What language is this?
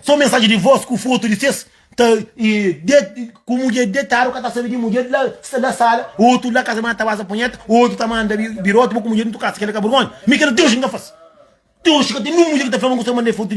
Kabuverdianu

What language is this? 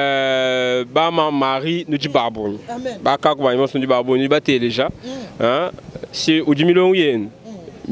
Luba-Lulua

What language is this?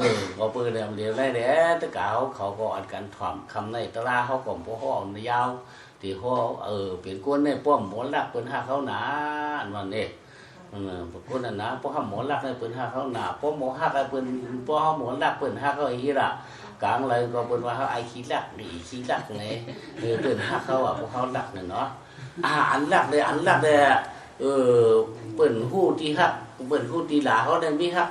Shan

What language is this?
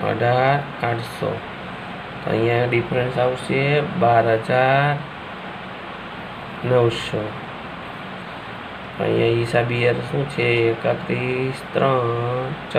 Gujarati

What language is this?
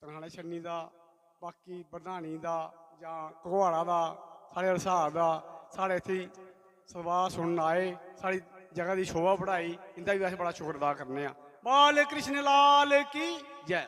Dogri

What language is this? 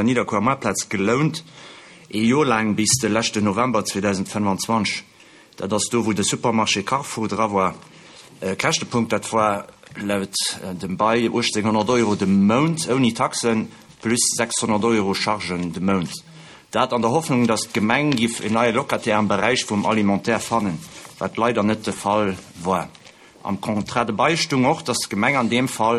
Luxembourgish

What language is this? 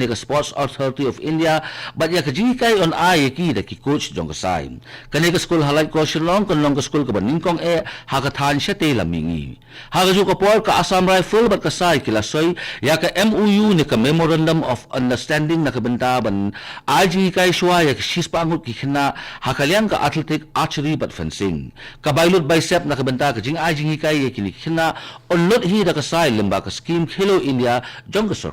Khasi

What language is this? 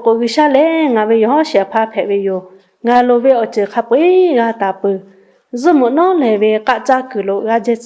Lahu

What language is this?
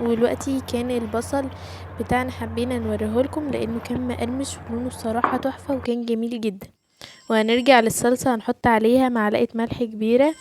Egyptian Arabic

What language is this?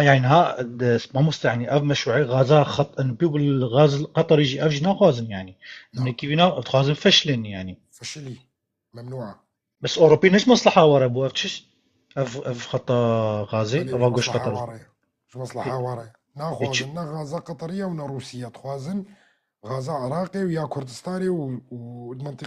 Kurdish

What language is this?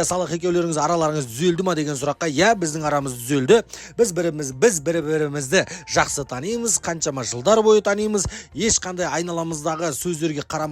Kazakh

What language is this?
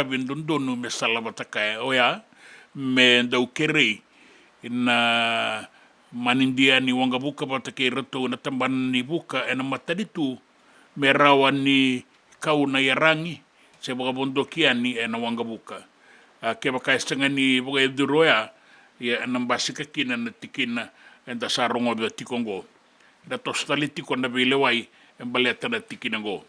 Fijian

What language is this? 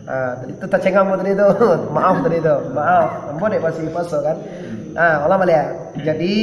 Minangkabau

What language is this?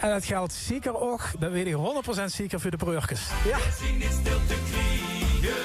Limburgish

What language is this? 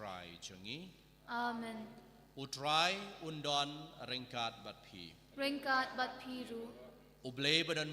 Khasi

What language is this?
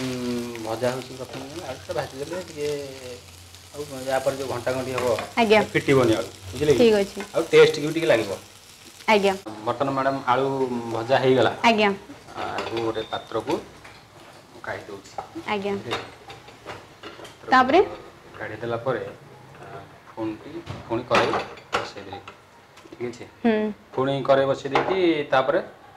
Odia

